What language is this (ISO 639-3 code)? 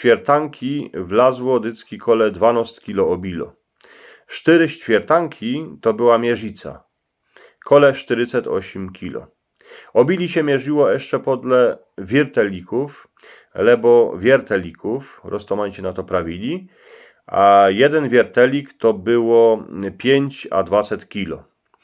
szl